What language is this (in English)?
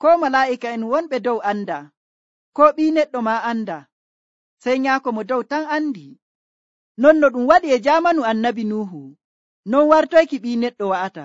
Nigerian Fulfulde